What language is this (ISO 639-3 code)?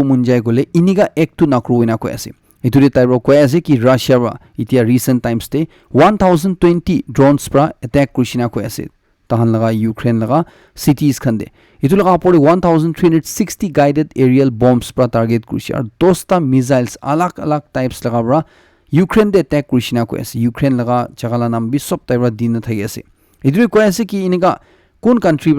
nag